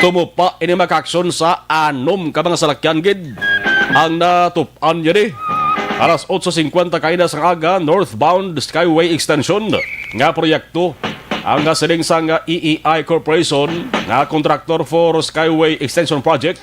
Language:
Hiligaynon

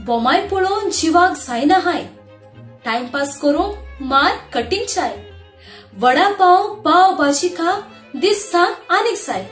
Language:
Konkani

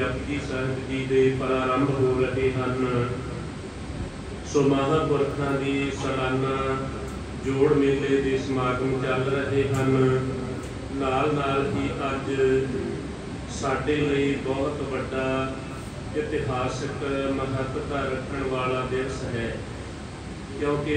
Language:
Punjabi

